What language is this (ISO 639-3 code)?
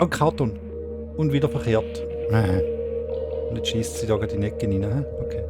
gsw